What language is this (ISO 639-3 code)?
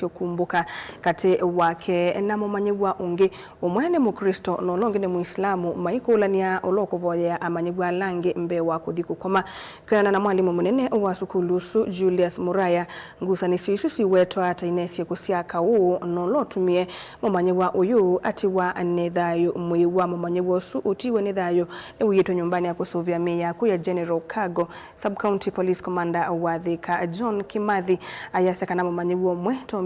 kam